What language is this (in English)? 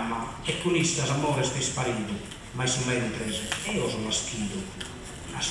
Sardinian